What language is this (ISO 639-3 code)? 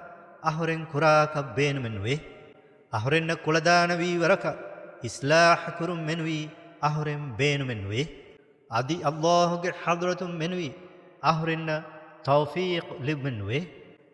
div